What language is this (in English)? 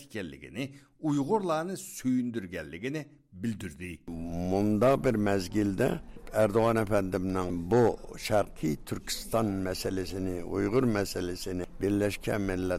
Uyghur